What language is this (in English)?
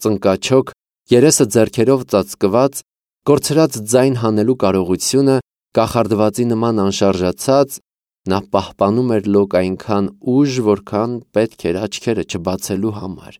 Armenian